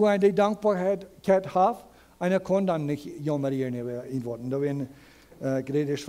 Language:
Plautdietsch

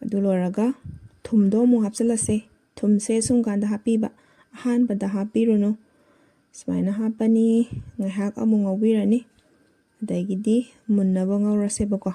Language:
Manipuri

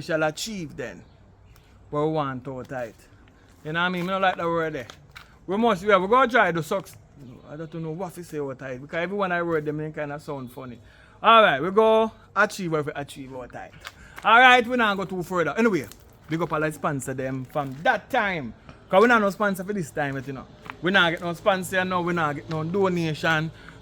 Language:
Jamaican Creole English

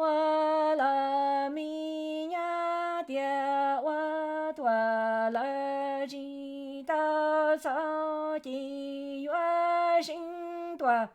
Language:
Hmong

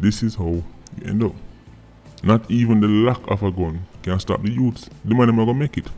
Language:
Jamaican Creole English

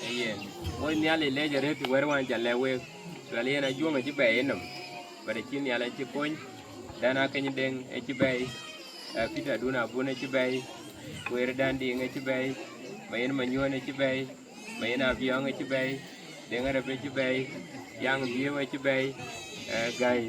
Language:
Dinka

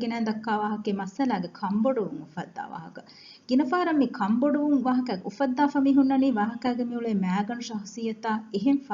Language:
Divehi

